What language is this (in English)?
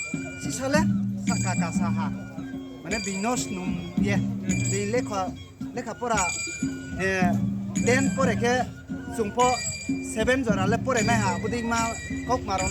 Riang (India)